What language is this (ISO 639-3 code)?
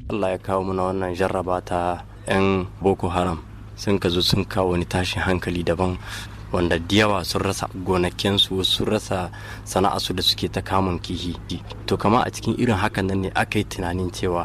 hau